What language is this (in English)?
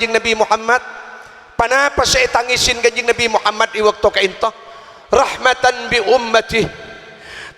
Madurese